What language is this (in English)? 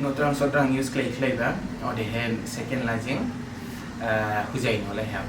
Dimasa